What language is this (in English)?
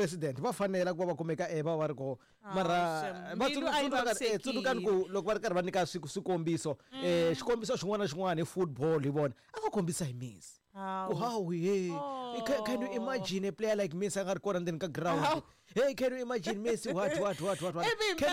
Tsonga